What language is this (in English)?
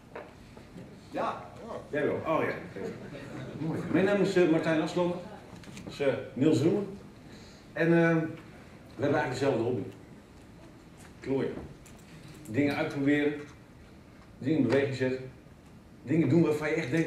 Dutch